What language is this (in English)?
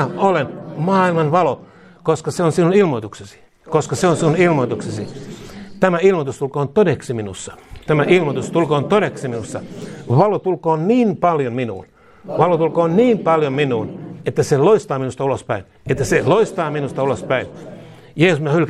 Finnish